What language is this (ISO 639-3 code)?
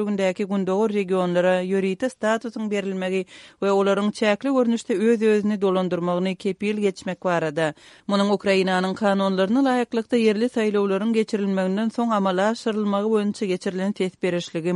tuk